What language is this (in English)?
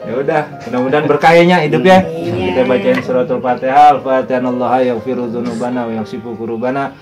Betawi